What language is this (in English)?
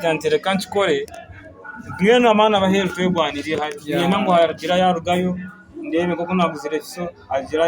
Nyankole